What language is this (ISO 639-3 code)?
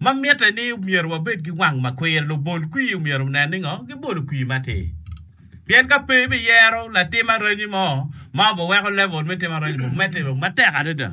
ach